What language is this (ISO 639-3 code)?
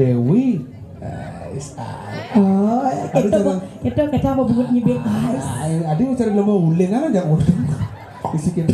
ban